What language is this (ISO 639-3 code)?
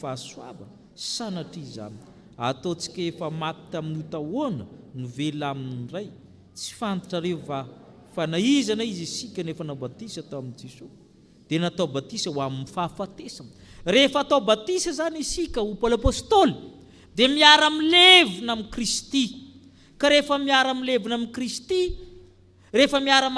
mlg